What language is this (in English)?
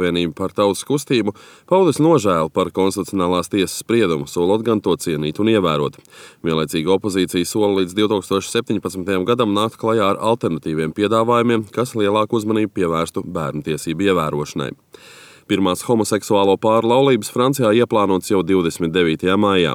Latvian